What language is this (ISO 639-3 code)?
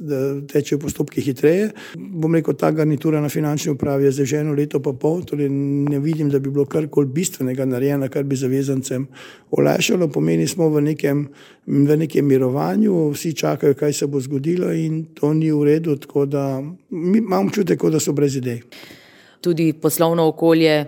slv